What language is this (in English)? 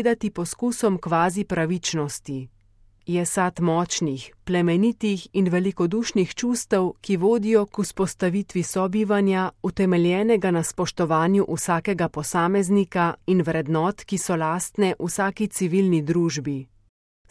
Slovenian